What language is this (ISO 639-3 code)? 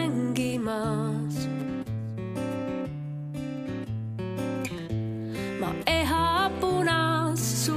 est